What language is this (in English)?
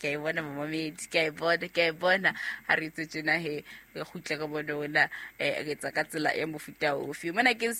Southern Sotho